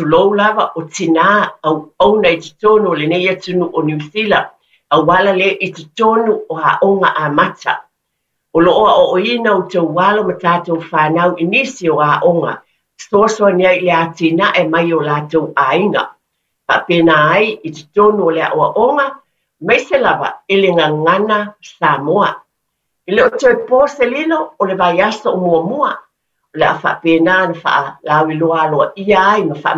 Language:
Samoan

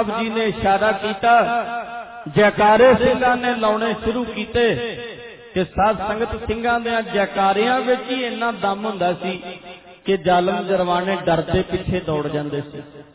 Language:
Punjabi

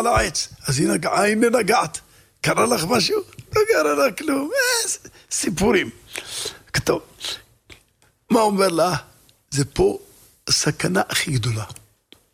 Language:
Hebrew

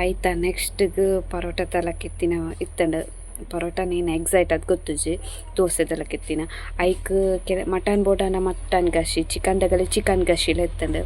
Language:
Tulu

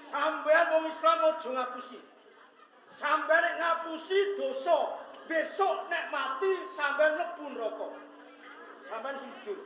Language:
Javanese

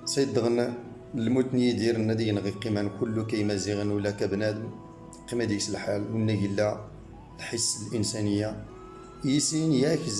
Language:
Kabyle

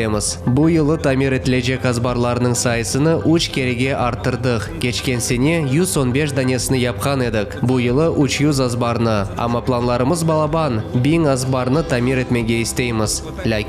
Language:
Crimean Tatar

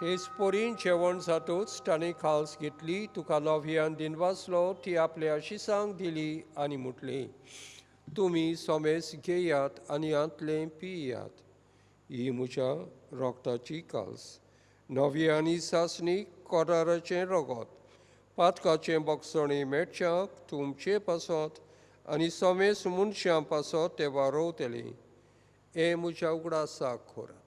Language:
Konkani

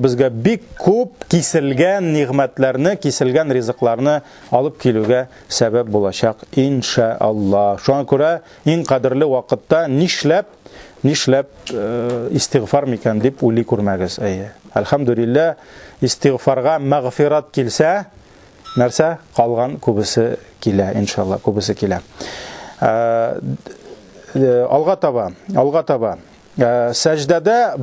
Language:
Tatar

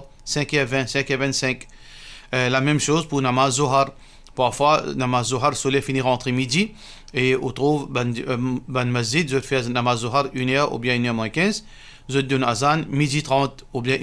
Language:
Morisyen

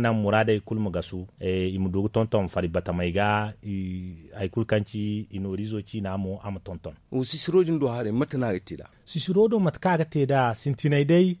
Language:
Zarma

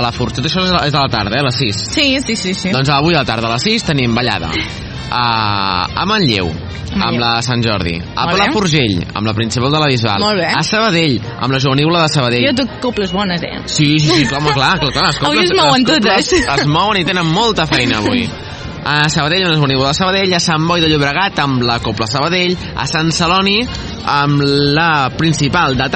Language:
Catalan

